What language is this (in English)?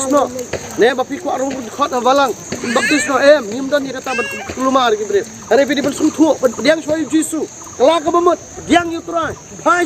Khasi